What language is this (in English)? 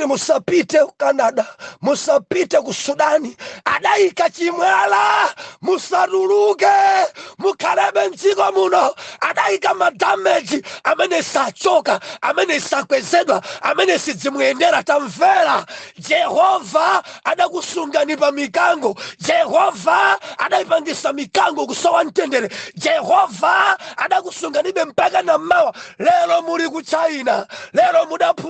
Nyanja